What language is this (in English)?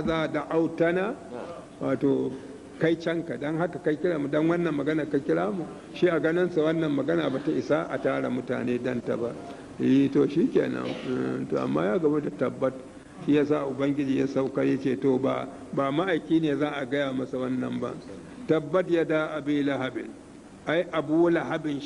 Hausa